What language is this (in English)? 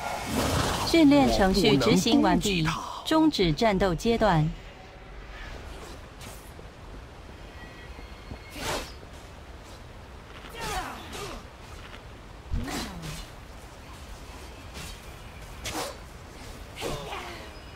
Chinese